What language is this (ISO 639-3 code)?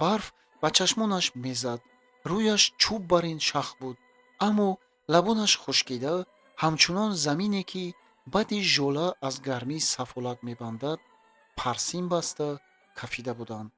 tgk